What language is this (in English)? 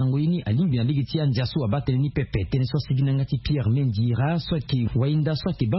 Sango